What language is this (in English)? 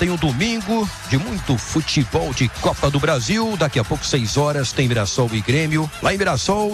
Portuguese